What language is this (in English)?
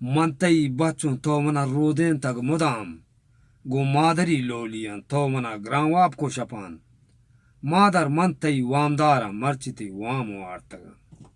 Eastern Balochi